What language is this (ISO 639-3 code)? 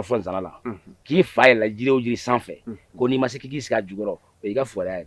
bam